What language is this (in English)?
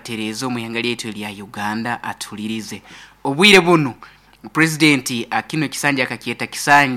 Nyankole